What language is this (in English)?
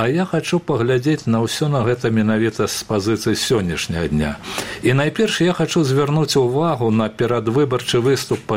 Belarusian